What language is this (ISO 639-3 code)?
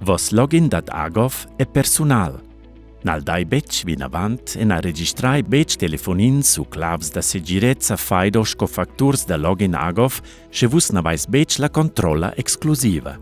roh